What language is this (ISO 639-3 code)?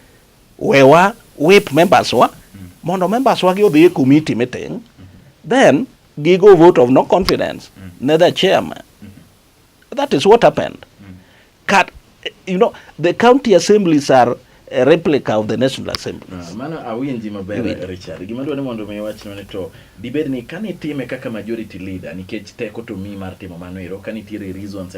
luo